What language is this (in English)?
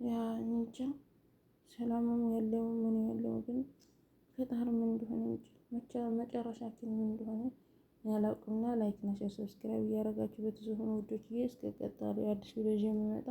Amharic